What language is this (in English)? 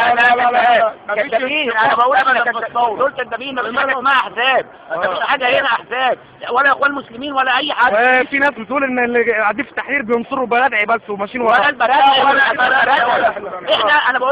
Egyptian Arabic